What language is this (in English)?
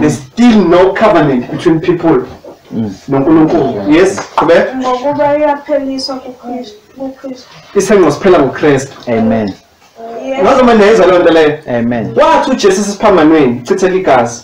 Zulu